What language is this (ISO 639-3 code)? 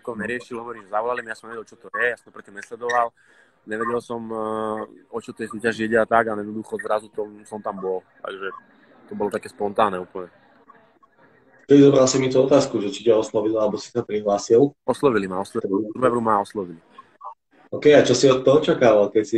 slk